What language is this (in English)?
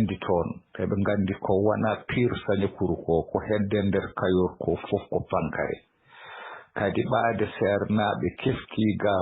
Fula